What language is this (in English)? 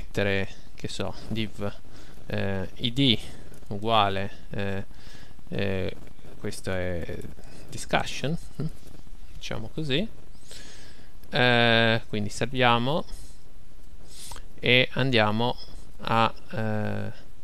Italian